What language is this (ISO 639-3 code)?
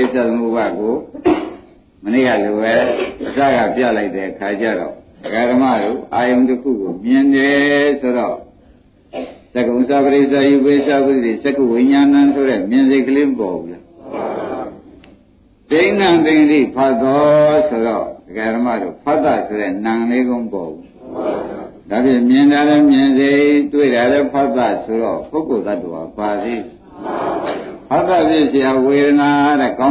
mya